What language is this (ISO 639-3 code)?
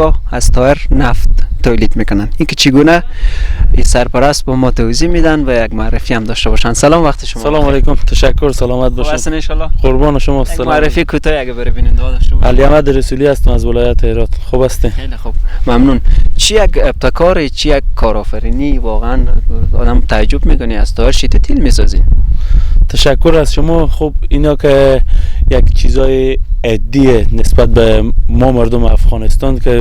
fas